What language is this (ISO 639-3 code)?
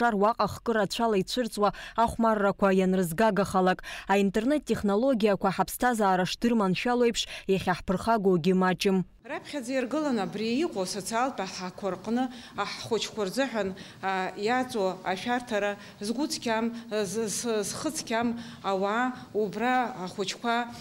abk